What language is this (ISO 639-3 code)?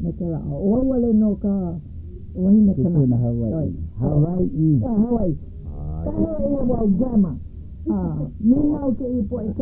haw